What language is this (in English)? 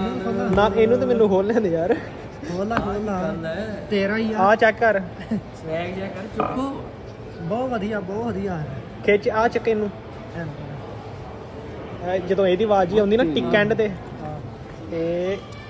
Punjabi